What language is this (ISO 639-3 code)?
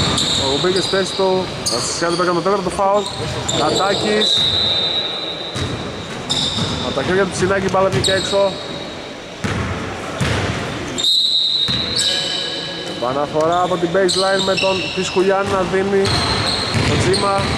ell